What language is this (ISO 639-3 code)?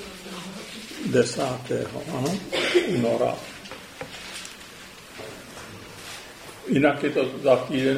ces